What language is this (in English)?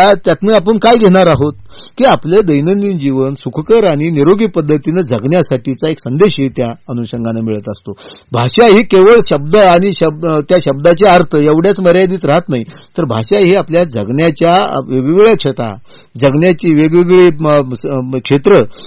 Marathi